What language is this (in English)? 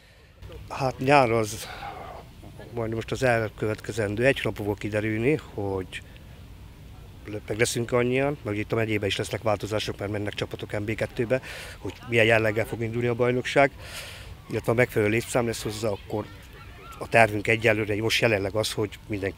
Hungarian